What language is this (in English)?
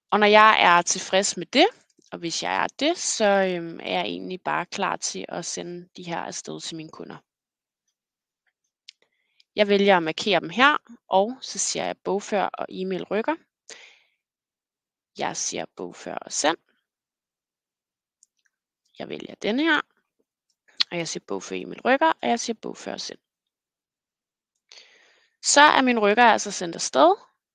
Danish